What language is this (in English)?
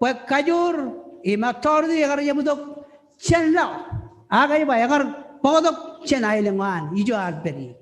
Marshallese